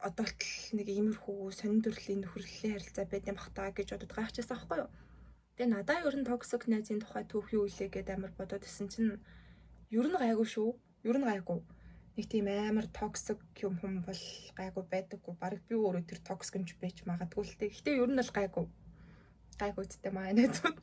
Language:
Mongolian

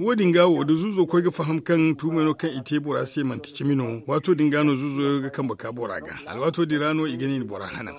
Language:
Zarma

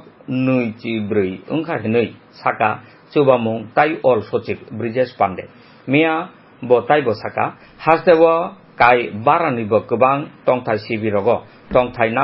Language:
Kok Borok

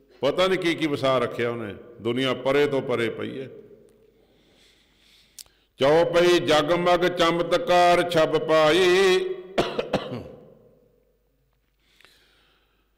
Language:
Punjabi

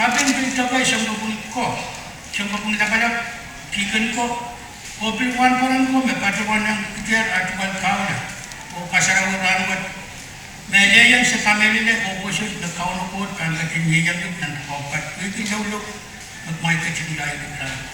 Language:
Pohnpeian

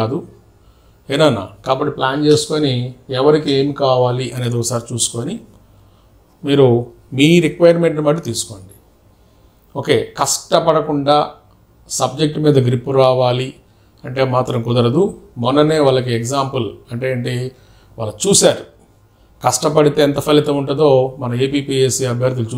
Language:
Telugu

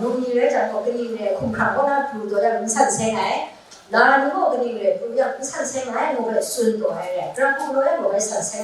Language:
Kachin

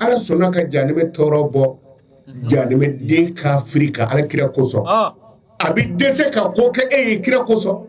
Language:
Bambara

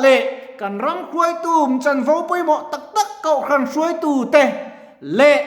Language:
Mizo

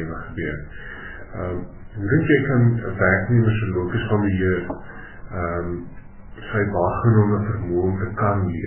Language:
Afrikaans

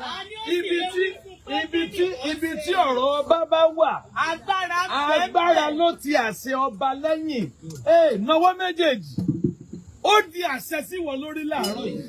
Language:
Yoruba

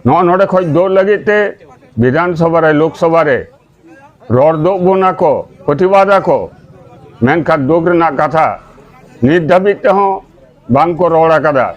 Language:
Santali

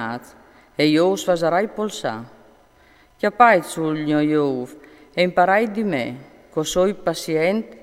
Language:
Friulian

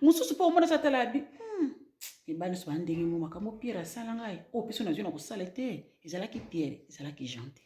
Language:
Lingala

